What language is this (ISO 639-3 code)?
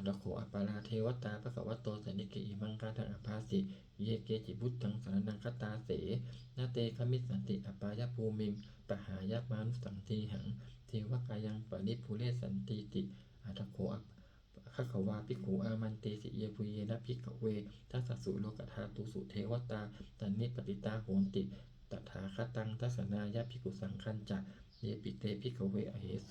pli